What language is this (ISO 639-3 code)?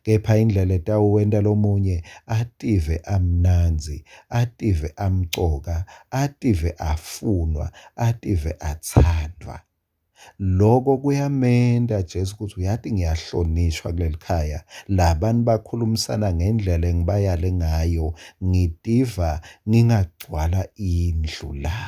ssw